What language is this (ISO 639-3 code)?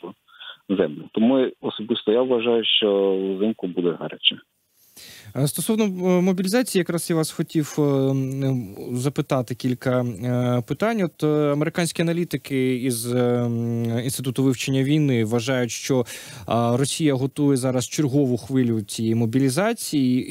ukr